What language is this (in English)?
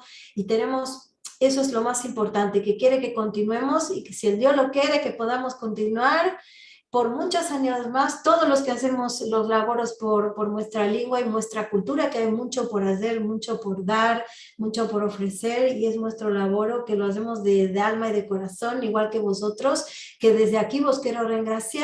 Ladino